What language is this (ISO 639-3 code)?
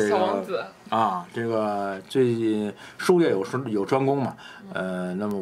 zho